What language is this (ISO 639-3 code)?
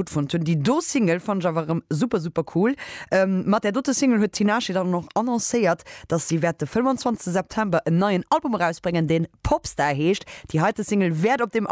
ltz